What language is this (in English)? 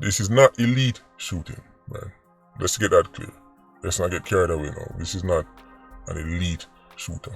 Jamaican Creole English